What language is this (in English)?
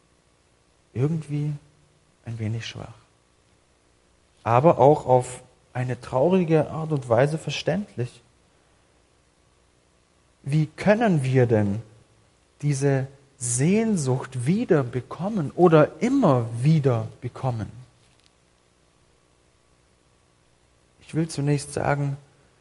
German